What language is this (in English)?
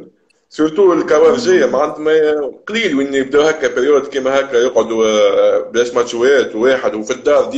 Tunisian Arabic